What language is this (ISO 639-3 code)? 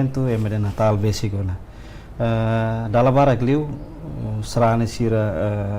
tet